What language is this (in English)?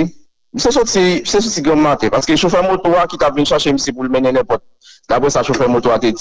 Haitian Creole